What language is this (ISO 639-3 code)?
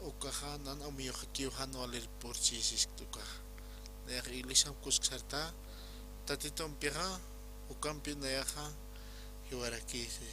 aym